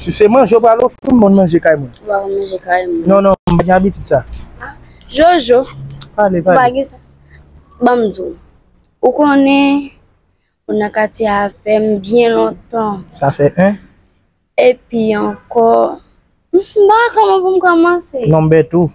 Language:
Haitian Creole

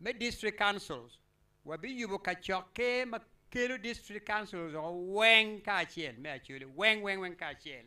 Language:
Acoli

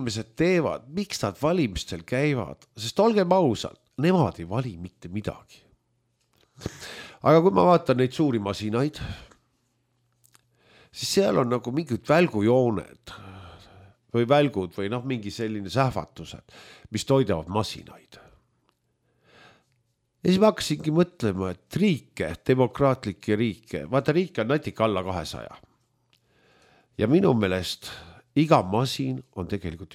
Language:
Estonian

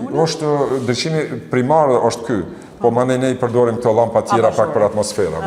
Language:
Albanian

